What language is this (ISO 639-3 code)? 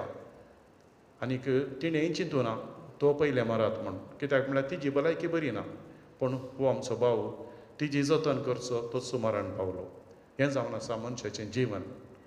kok